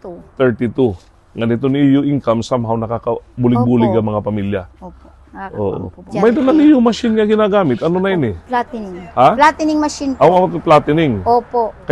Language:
Waray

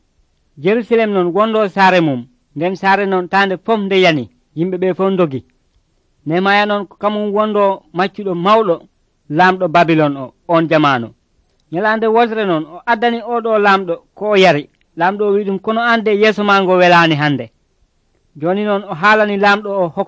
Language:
Nigerian Fulfulde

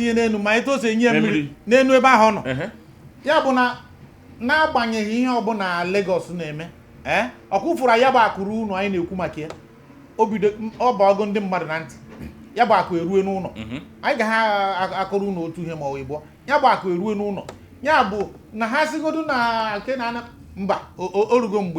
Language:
Igbo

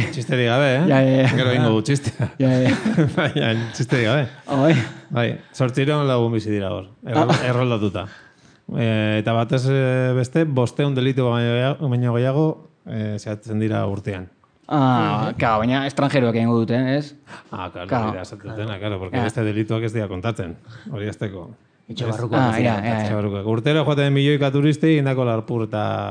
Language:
Basque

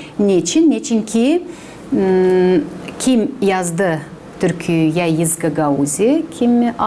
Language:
Gagauz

